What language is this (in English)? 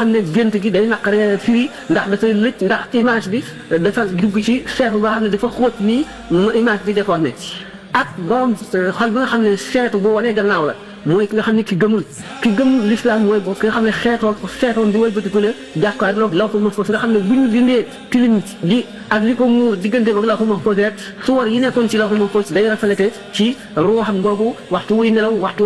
Wolof